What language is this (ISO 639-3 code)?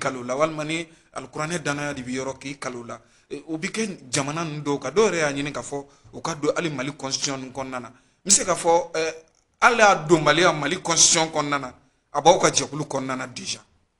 bam